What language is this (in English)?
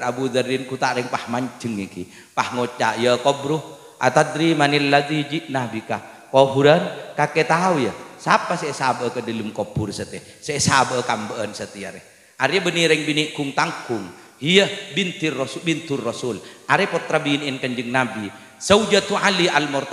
Madurese